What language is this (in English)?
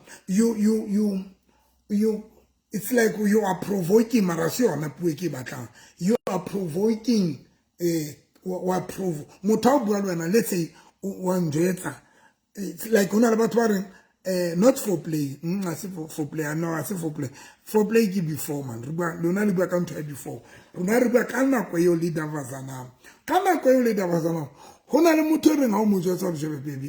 Southern Sotho